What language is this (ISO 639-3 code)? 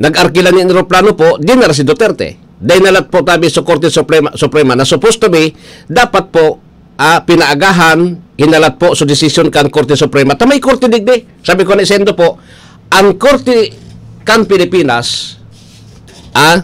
bik